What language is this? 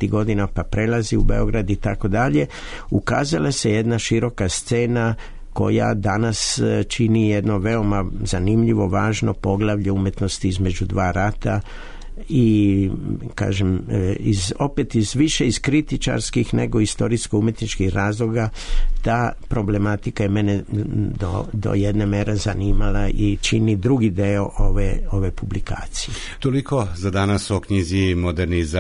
Serbian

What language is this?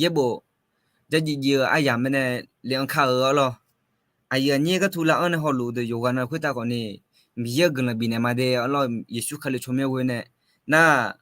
Akha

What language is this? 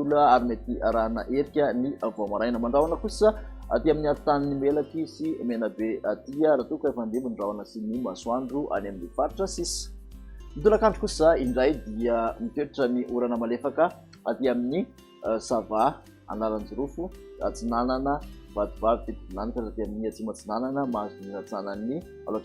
Malagasy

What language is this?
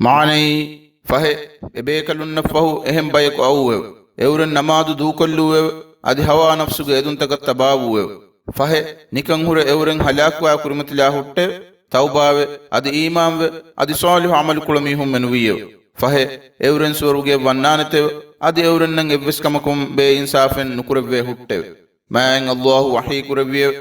Divehi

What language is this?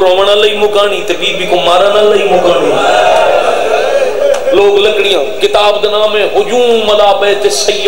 Saraiki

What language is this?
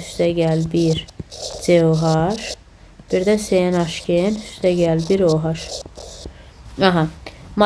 Azerbaijani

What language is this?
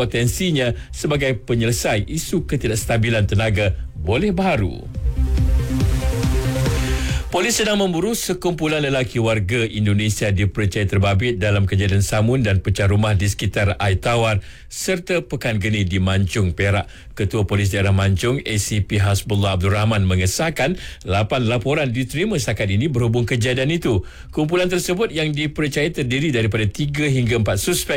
Malay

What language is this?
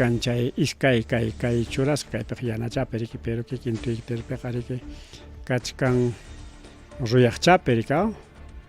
Ayacucho Quechua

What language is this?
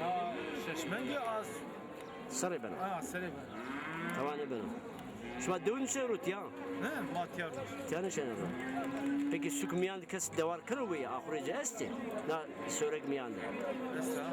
Zaza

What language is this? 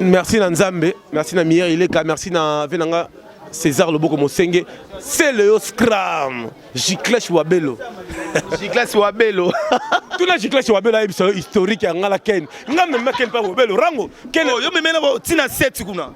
Lingala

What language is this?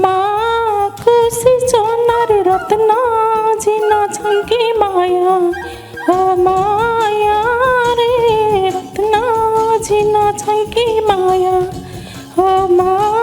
Newari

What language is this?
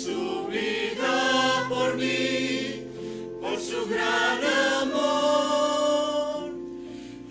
Aymara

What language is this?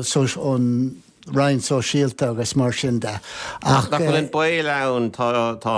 Irish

